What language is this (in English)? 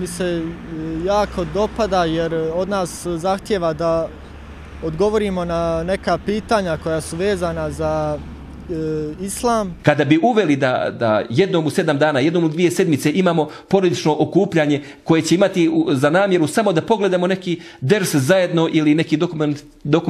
Bosnian